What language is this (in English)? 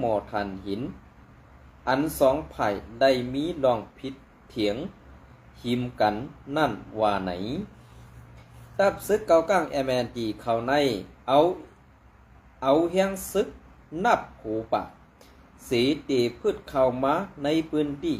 Shan